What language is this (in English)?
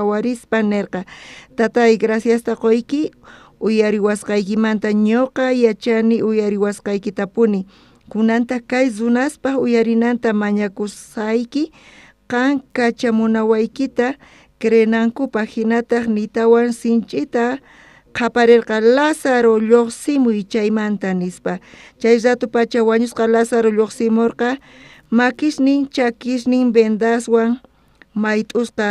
South Bolivian Quechua